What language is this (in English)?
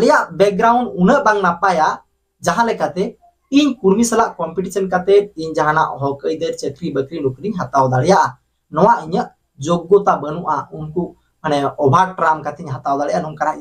Santali